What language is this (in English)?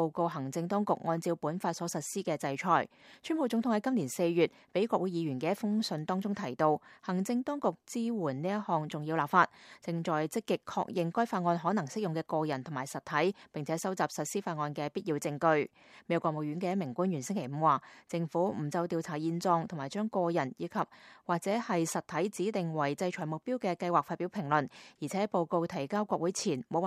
Cantonese